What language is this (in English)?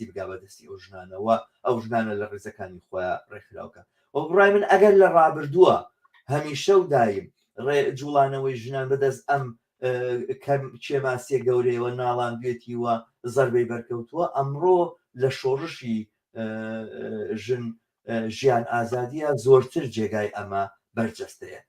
Central Kurdish